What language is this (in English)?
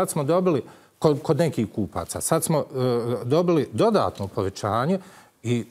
Bosnian